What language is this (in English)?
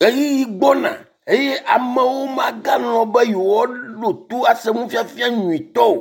Ewe